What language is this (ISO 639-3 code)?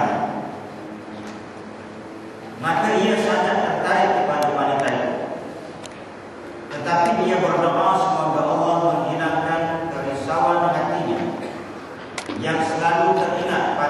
msa